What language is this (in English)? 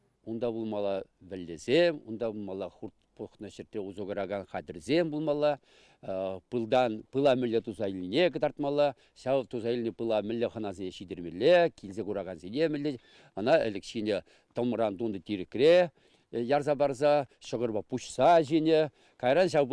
Chuvash